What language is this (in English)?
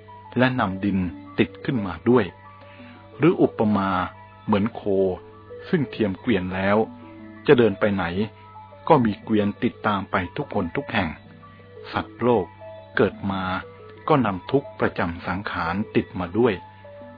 Thai